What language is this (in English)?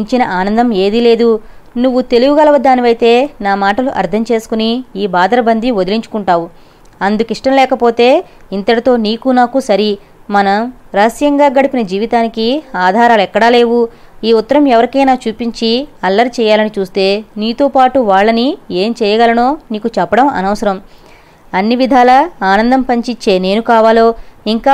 Telugu